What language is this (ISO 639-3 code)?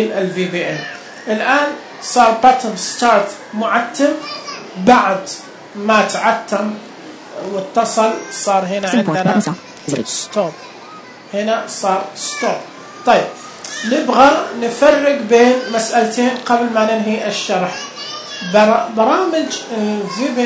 ars